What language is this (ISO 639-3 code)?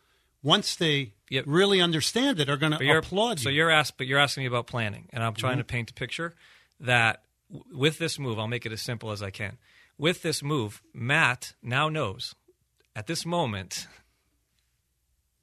eng